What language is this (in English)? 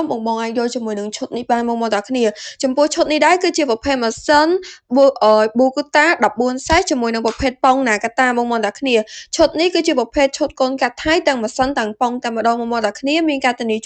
Khmer